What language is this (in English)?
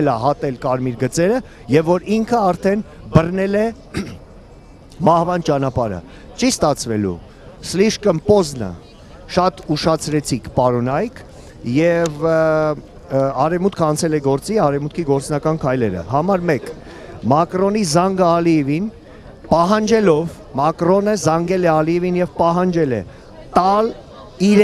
Armenian